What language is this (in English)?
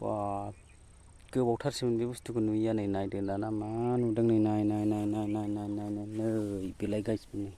Bodo